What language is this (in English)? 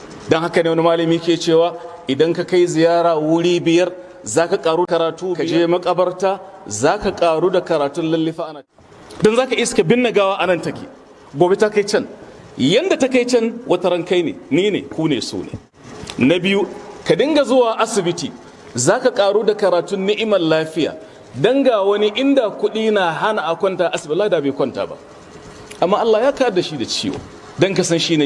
Hausa